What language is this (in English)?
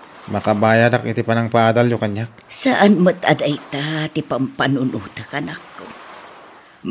Iloko